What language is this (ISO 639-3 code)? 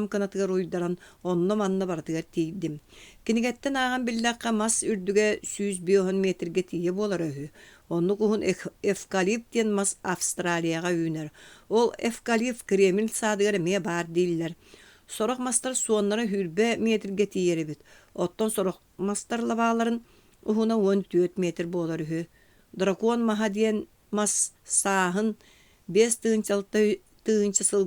sah